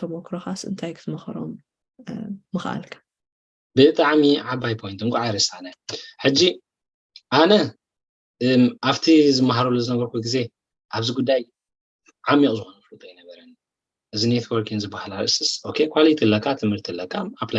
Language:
Tigrinya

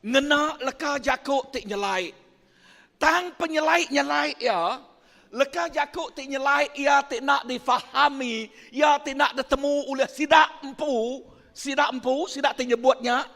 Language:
Iban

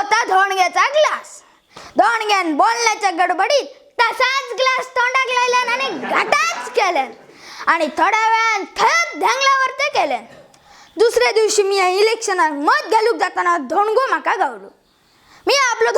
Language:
Konkani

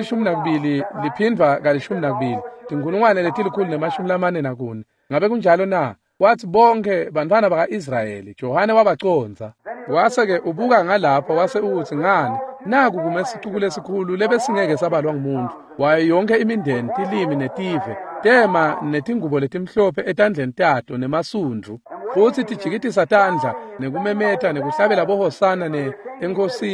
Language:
Swati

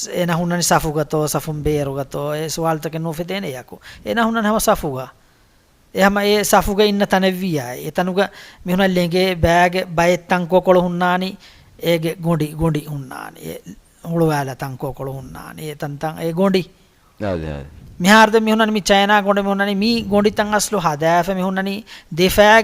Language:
Divehi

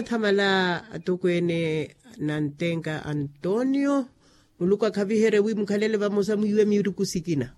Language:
Makhuwa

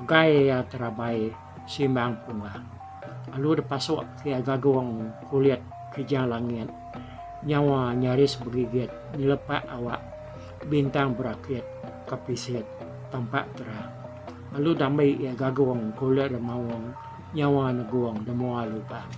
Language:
Iban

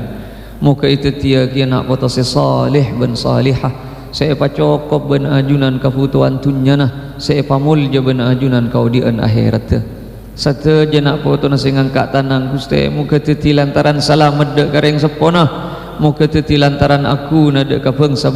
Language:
Madurese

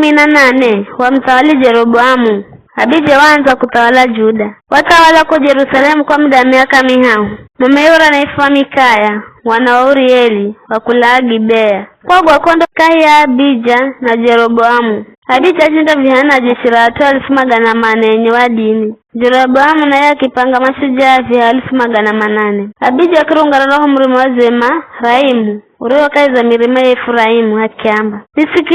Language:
Giryama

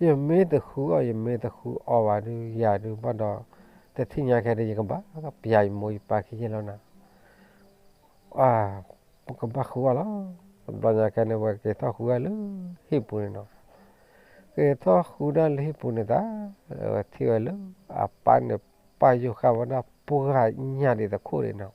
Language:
S'gaw Karen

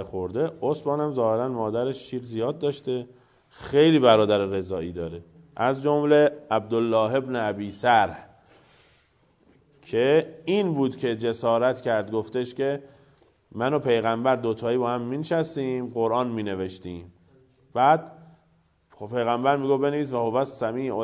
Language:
Persian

